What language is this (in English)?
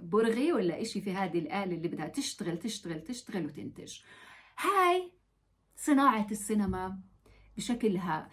North Levantine Arabic